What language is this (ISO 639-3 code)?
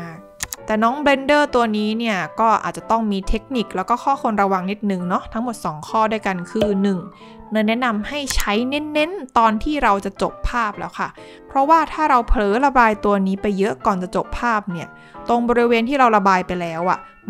tha